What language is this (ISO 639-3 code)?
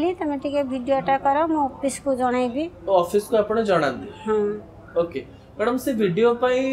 ori